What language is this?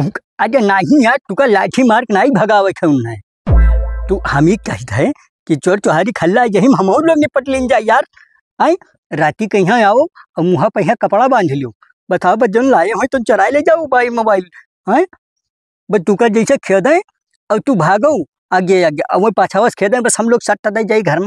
Awadhi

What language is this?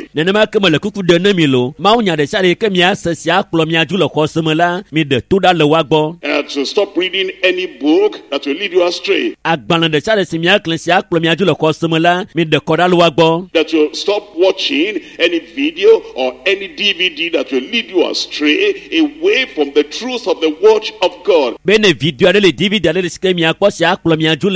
Ewe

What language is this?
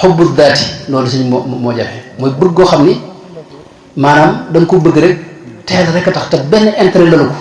Wolof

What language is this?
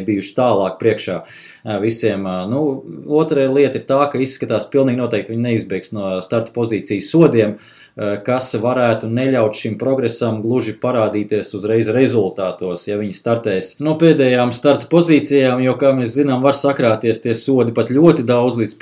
Latvian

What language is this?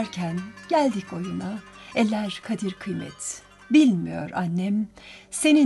Turkish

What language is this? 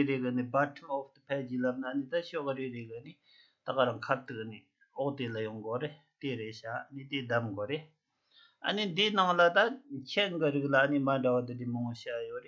Tibetan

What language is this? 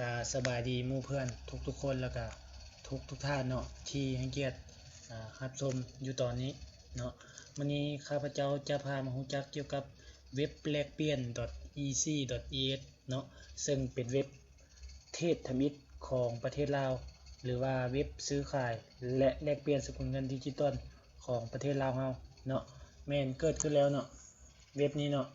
Lao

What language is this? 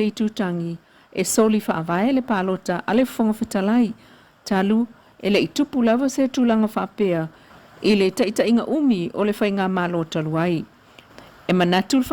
Samoan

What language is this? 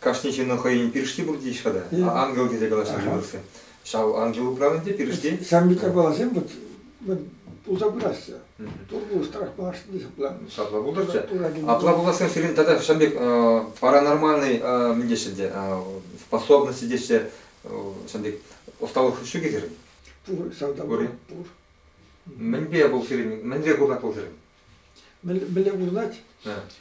Chuvash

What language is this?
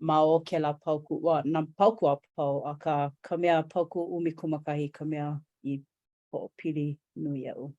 Hawaiian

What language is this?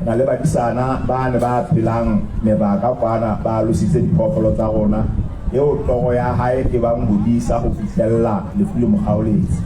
Southern Sotho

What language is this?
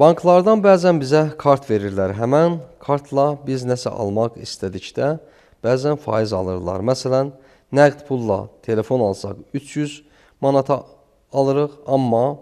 Azerbaijani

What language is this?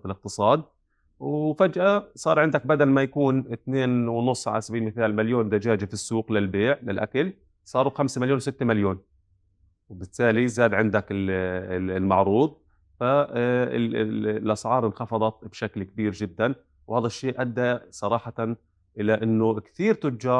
North Levantine Arabic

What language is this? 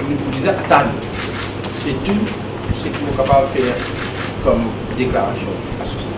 Morisyen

